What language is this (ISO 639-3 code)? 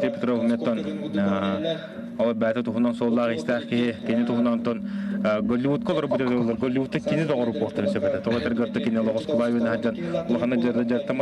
sah